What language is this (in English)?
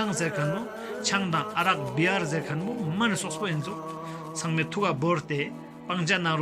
Tibetan